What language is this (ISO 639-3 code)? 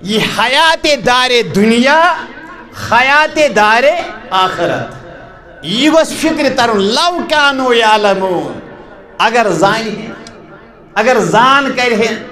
kas